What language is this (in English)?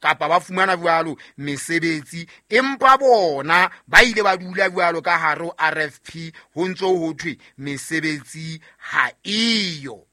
Southern Sotho